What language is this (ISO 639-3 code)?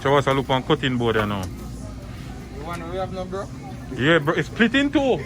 jam